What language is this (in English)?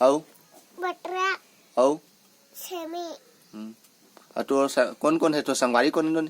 Chhattisgarhi